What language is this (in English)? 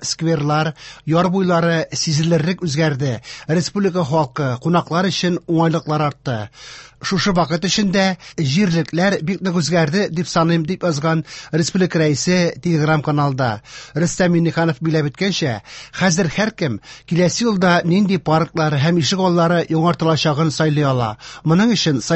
Tatar